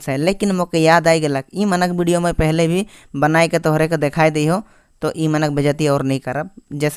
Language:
Sadri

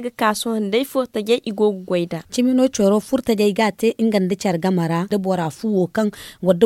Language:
Zarma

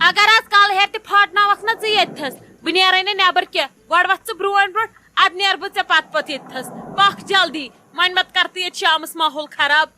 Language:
Kashmiri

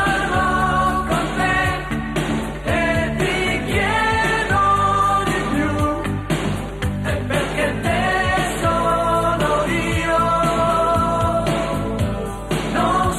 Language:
Italian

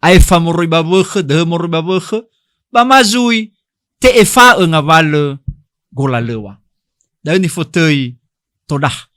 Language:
Nias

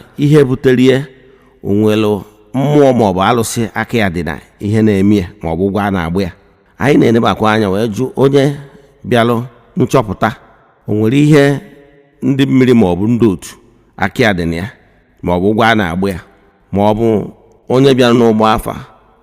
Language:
Igbo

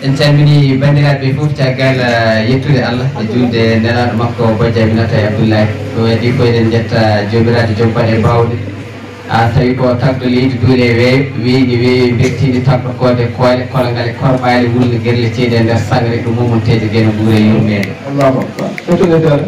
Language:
Fula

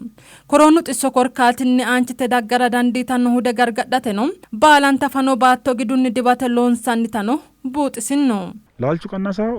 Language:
Sidamo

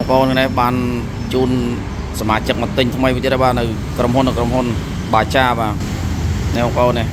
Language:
Khmer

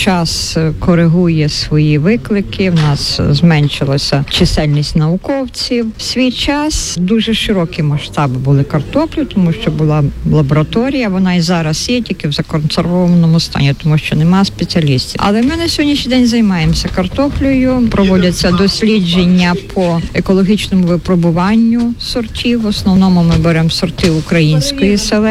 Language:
Ukrainian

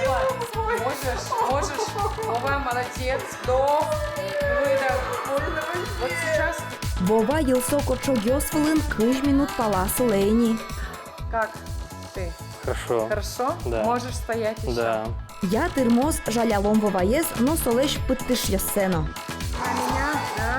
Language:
Udmurt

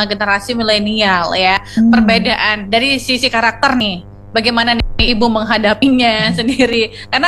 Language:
Indonesian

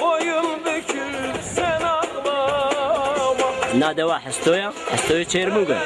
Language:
Zaza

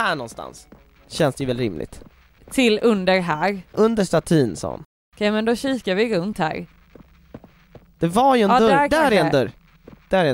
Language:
Swedish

